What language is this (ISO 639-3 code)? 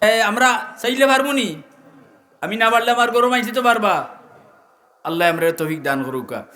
syl